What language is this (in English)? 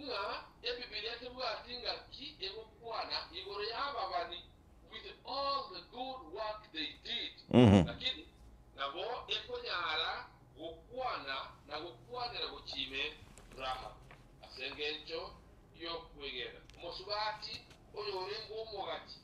Gusii